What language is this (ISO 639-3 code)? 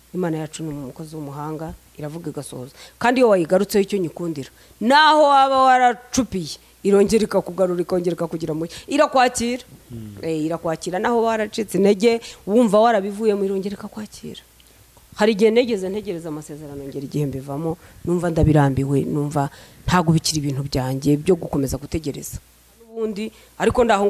kin